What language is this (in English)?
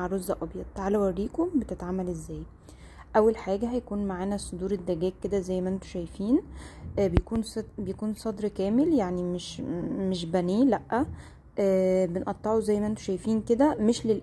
Egyptian Arabic